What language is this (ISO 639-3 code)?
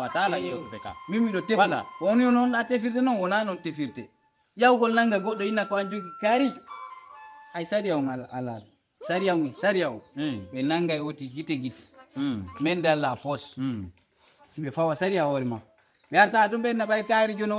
ful